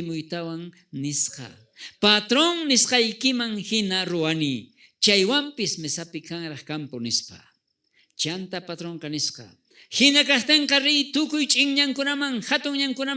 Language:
South Bolivian Quechua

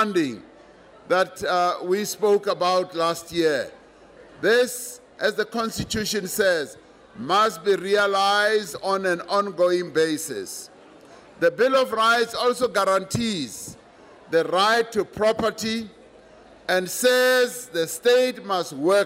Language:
English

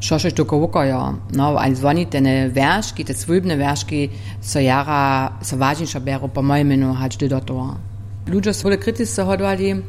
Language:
Upper Sorbian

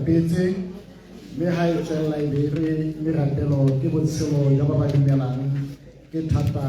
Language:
Tswana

